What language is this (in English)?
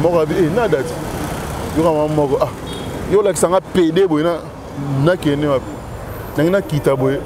Lingala